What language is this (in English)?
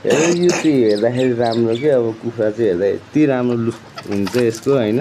Nepali